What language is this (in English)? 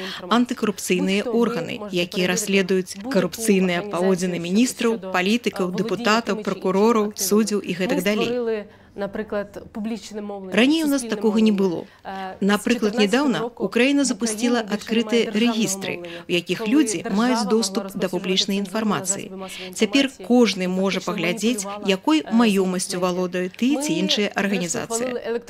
Belarusian